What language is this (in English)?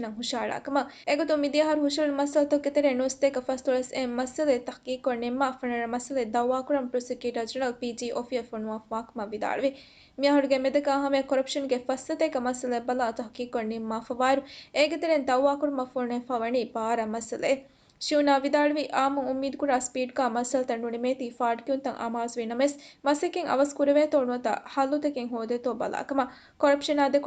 Divehi